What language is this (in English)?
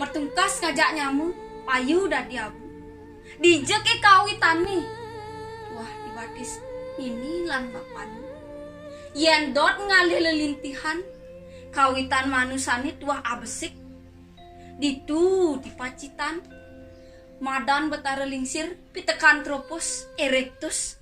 Balinese